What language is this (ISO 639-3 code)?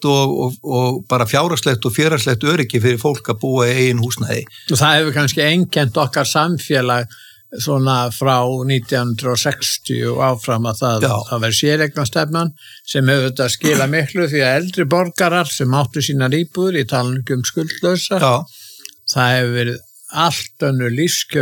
isl